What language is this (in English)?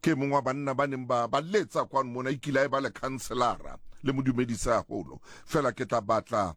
Southern Sotho